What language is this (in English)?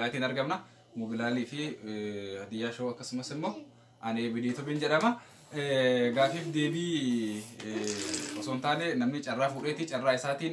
Oromo